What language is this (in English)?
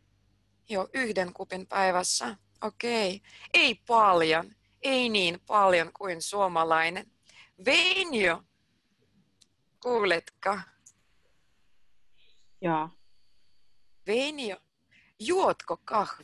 Finnish